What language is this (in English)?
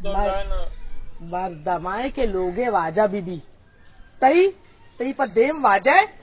Baluchi